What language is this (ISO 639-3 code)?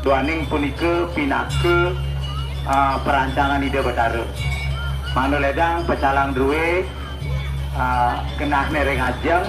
ban